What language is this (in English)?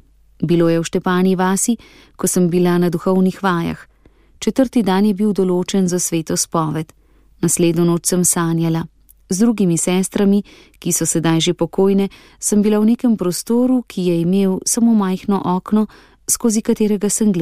Slovenian